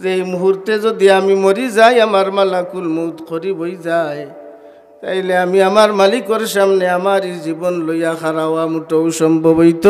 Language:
Sylheti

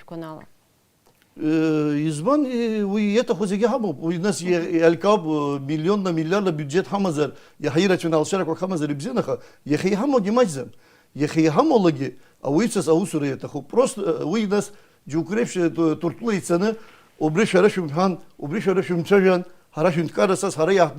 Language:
Abkhazian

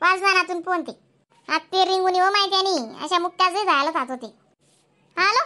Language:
Khandesi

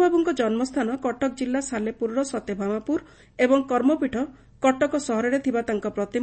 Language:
Odia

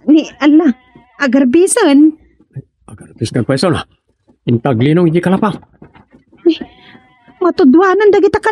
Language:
Iloko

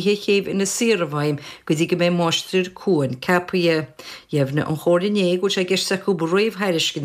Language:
Irish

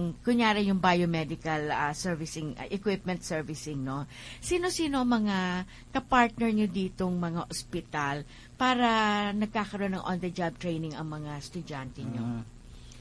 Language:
Filipino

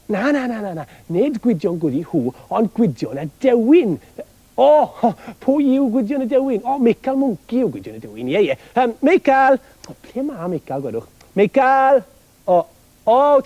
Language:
Welsh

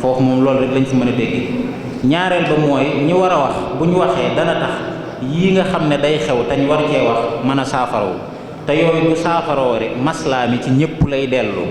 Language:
Wolof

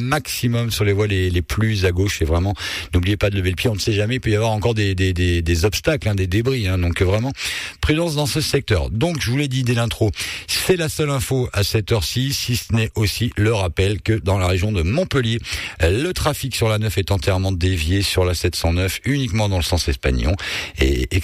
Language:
French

